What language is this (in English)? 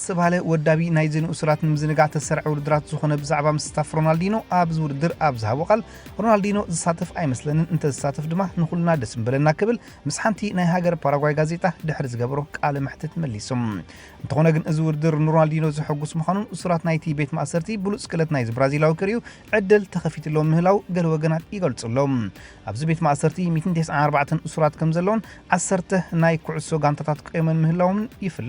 Tigrinya